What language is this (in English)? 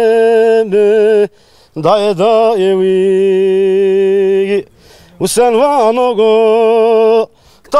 Zaza